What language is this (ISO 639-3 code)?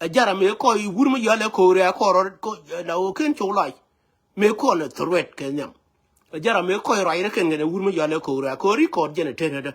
nus